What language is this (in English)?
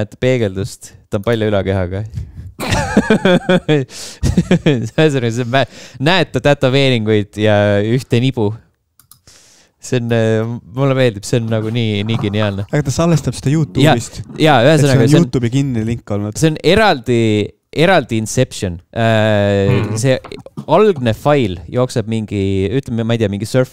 Estonian